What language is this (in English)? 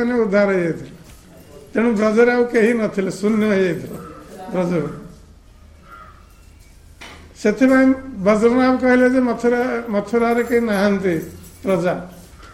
Odia